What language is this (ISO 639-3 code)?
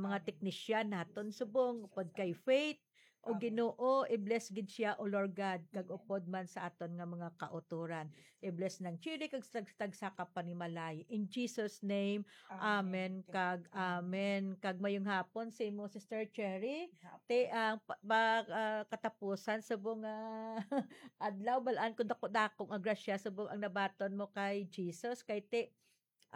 hil